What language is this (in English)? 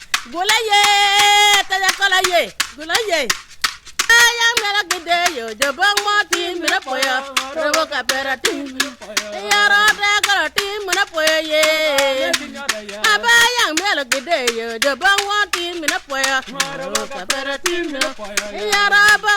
Acoli